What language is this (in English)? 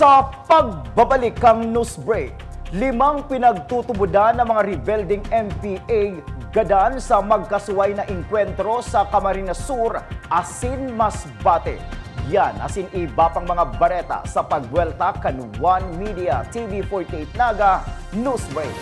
Bikol